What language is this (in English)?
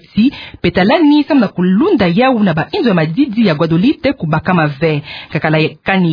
Kituba (Democratic Republic of Congo)